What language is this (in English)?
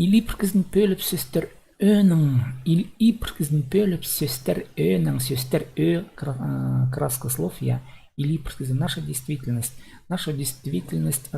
Khakas